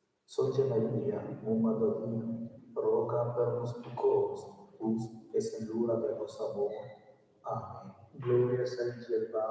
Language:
Romansh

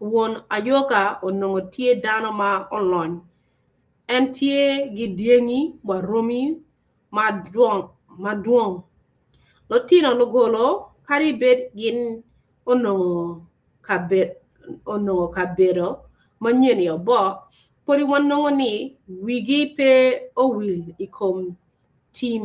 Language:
Acoli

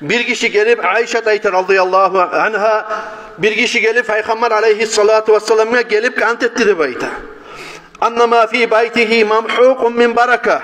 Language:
Kumyk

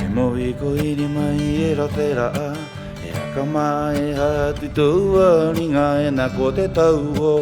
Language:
Rapanui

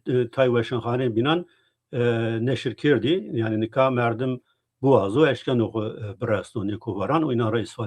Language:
Zaza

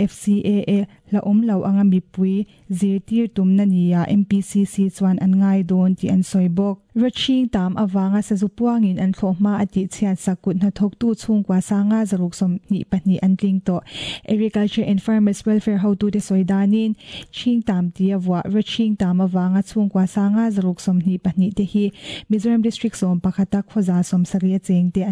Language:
Mizo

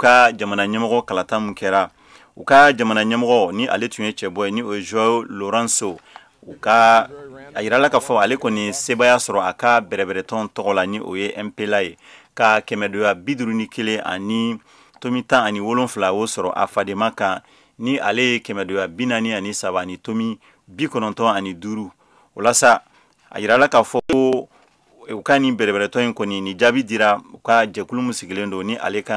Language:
Bambara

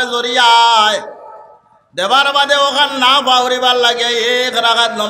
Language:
Sylheti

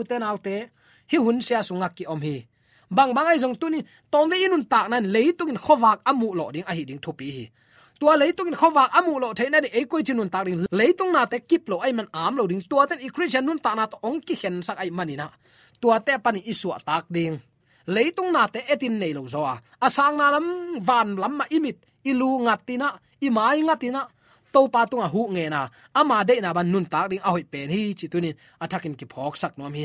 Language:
Tedim Chin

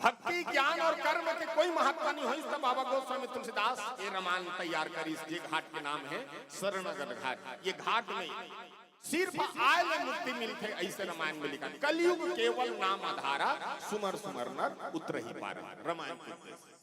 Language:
Chhattisgarhi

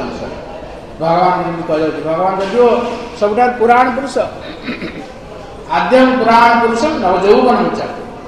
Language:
Odia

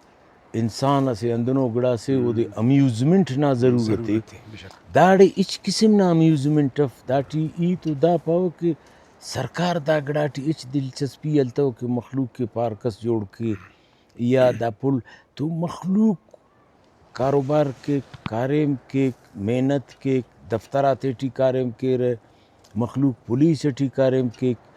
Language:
Brahui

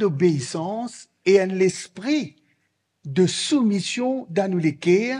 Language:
Morisyen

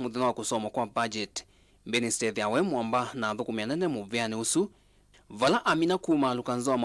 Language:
Kamba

